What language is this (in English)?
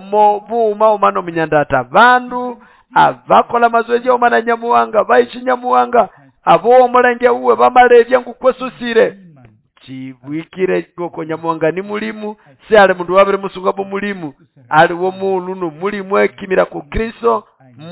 Nande